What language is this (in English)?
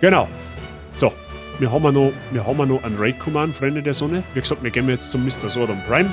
Bavarian